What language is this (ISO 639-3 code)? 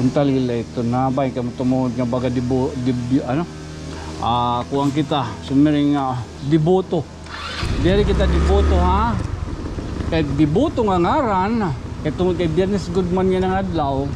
war